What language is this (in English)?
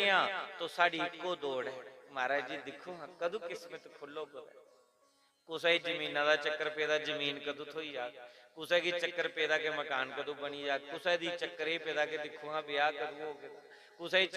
Dogri